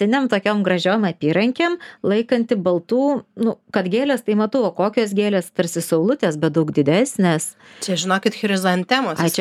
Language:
Lithuanian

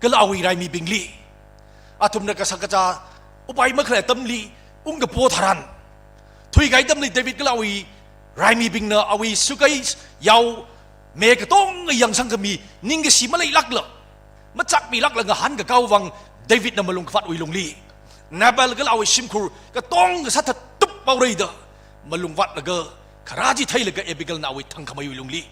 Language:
Tangkhul Naga (India)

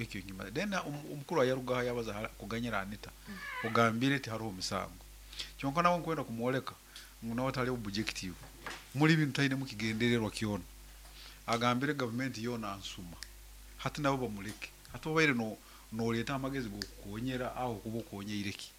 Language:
Nyankole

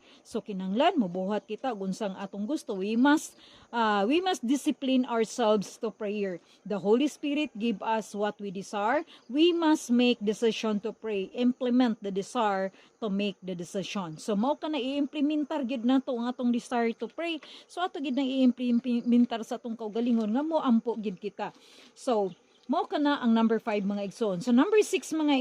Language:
Cebuano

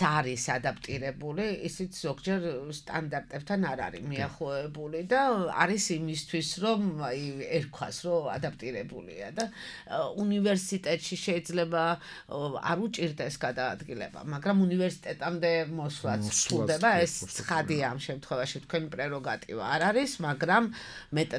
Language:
Georgian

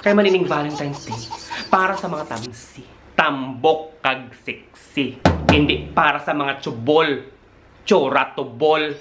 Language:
Hiligaynon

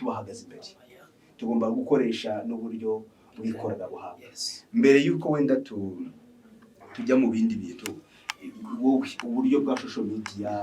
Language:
Kinyarwanda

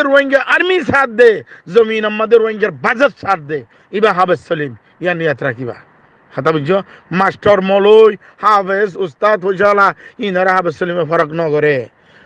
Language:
Rohingya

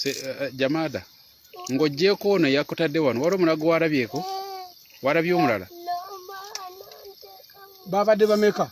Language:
Ganda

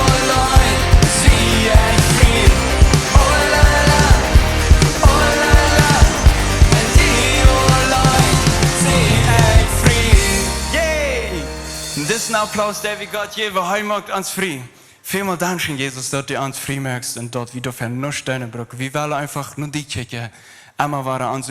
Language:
Plautdietsch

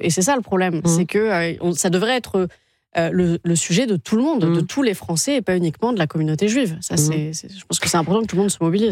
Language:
French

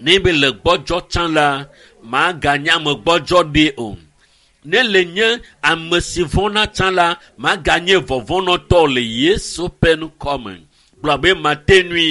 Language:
Ewe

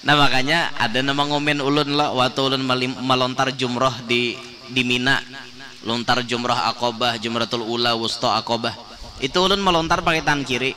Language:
Banjar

